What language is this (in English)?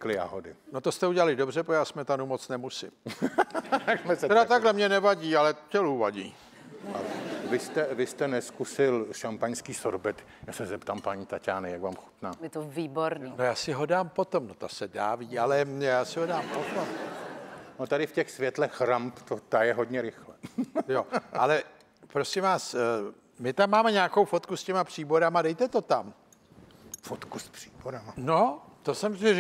Czech